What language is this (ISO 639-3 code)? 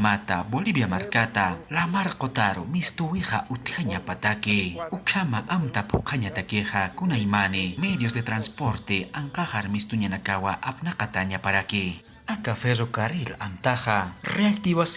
aym